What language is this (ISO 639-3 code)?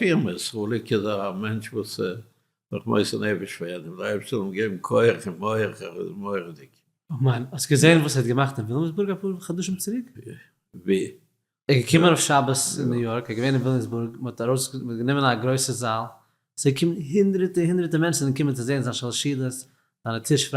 yid